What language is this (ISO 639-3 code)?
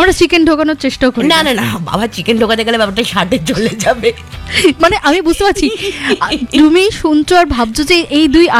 ben